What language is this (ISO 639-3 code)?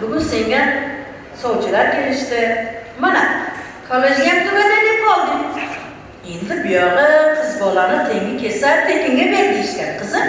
uzb